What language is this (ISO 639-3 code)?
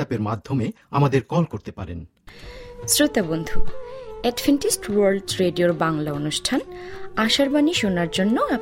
ben